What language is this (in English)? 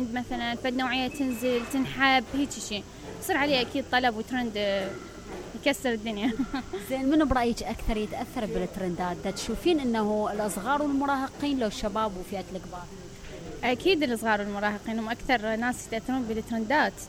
Mesopotamian Arabic